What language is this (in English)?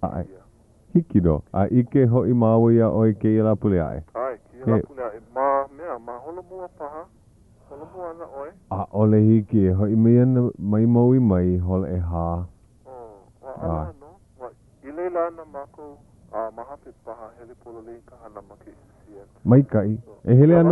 Hawaiian